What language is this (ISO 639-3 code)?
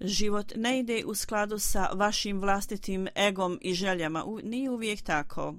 bos